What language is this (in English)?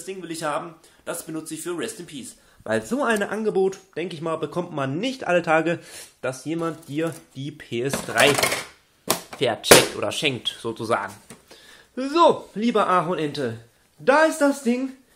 German